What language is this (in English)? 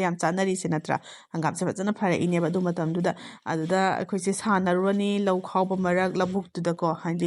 Manipuri